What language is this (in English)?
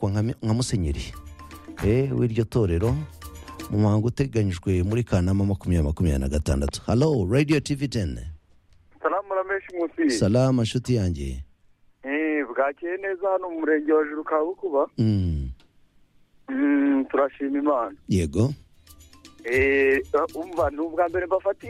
Kinyarwanda